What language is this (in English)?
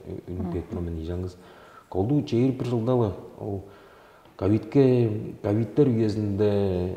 Tuvinian